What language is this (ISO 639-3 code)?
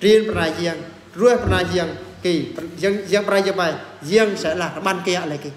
bru